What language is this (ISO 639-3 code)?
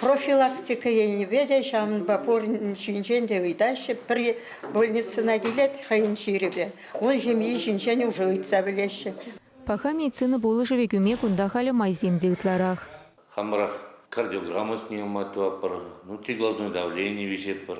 chv